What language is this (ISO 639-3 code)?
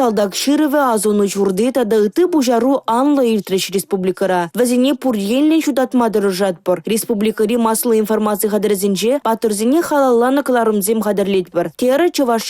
chv